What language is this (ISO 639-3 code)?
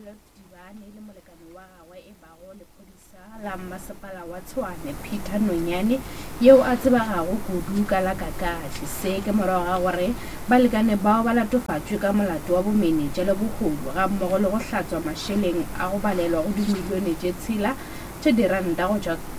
nso